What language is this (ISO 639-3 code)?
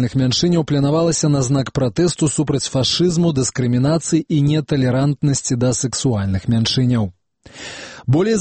bel